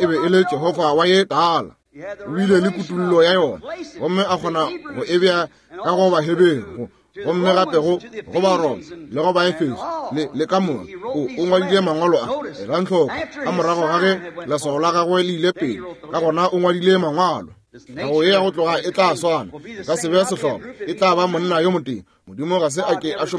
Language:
Northern Sotho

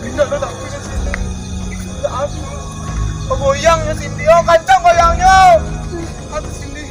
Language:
Minangkabau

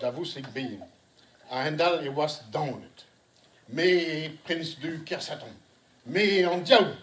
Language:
Breton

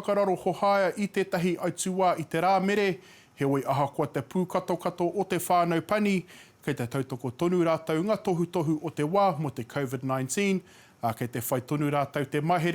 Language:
Māori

